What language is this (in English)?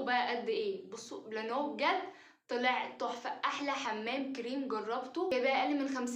Egyptian Arabic